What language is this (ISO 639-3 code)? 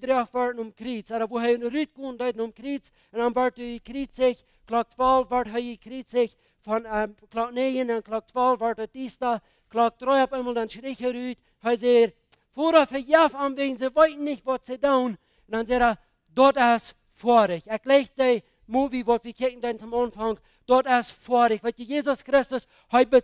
pdt